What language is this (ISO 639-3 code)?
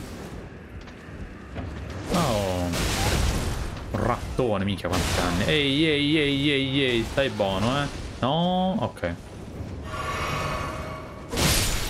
ita